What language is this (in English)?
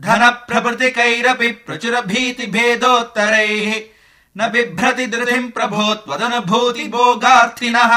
Sanskrit